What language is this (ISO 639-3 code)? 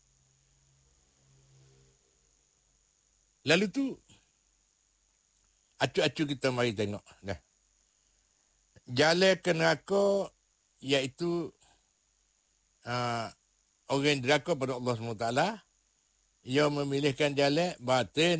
msa